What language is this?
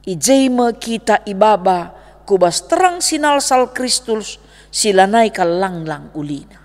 Batak Karo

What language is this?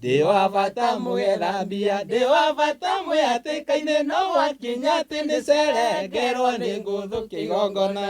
Kikuyu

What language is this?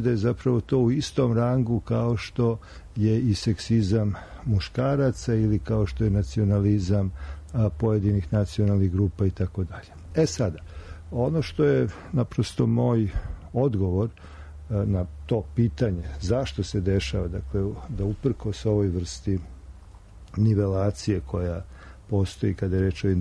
Serbian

